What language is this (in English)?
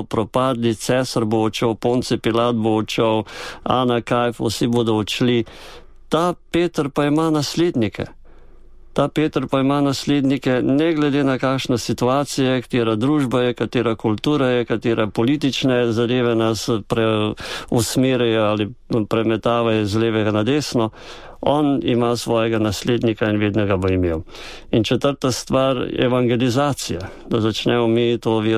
Slovenian